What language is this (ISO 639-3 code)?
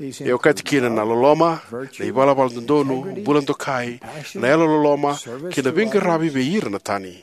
fij